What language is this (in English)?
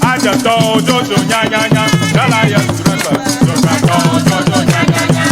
Ewe